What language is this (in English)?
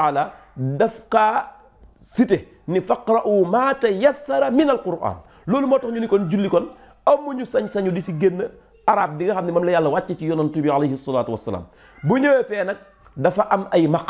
Wolof